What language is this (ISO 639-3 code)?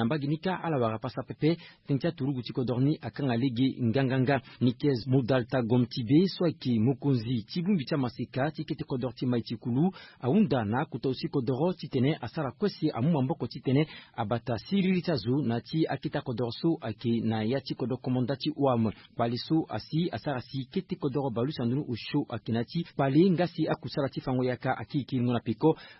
sag